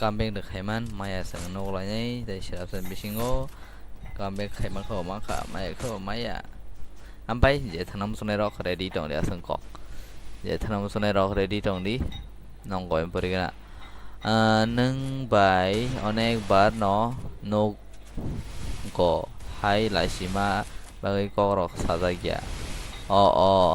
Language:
Kok Borok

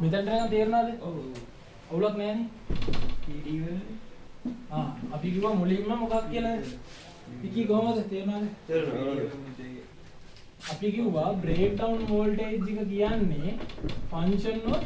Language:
Sinhala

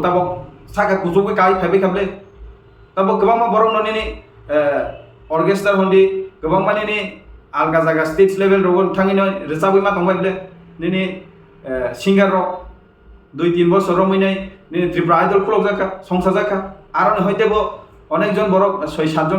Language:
Kok Borok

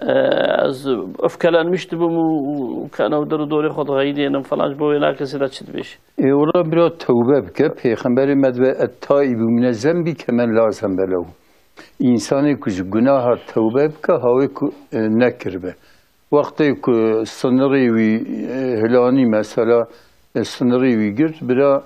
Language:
Kurdish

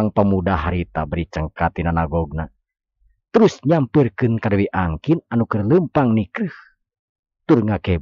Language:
Sundanese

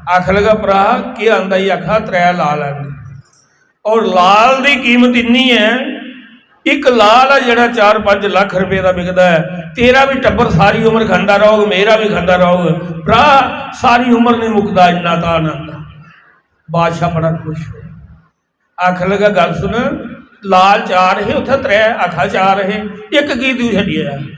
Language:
Dogri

